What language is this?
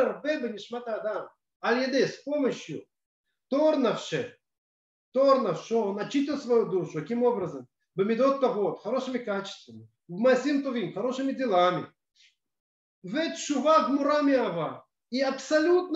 Russian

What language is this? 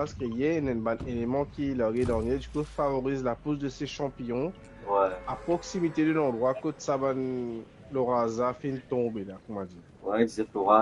Morisyen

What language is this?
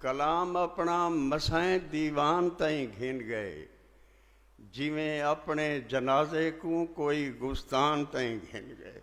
Saraiki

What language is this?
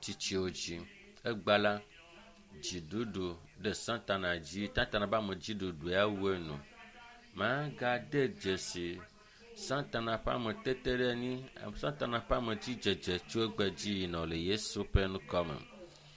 Ewe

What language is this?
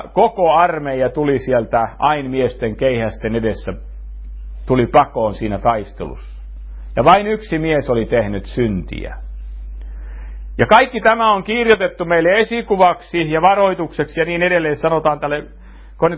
Finnish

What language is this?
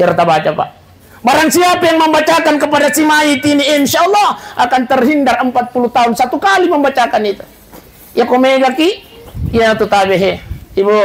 Buginese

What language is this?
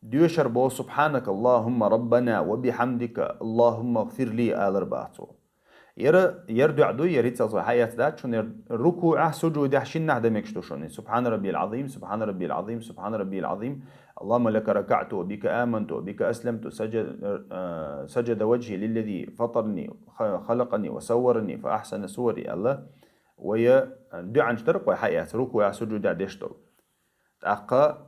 Chechen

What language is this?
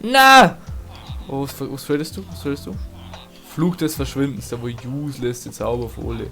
Bavarian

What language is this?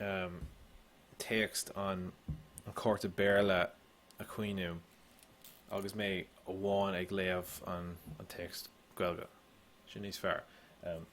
Irish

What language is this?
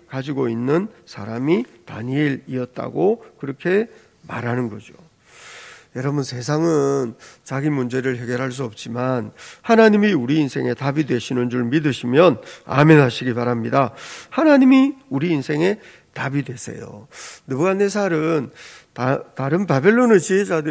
Korean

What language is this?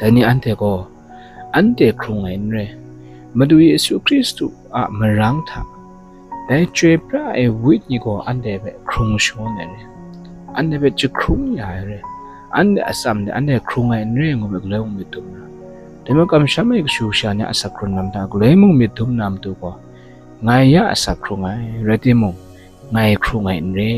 Kachin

